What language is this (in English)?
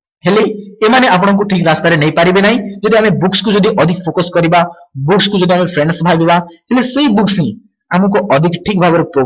Odia